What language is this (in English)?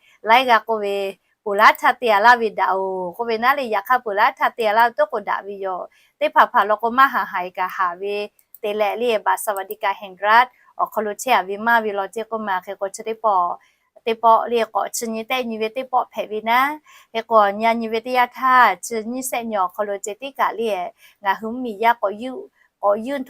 Lahu